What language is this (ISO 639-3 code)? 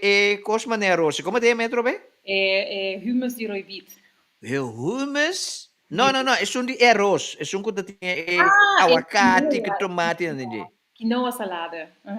pap